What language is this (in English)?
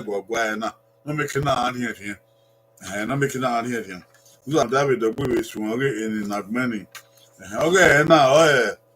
Bini